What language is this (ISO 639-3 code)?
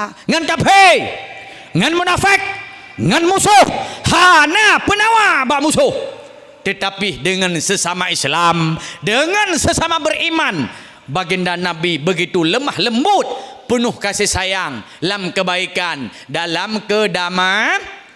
ace